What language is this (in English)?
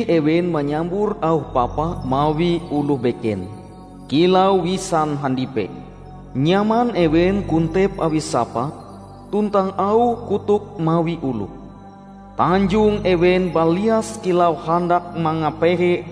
Ngaju